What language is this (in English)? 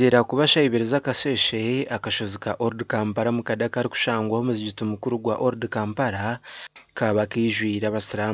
Nyankole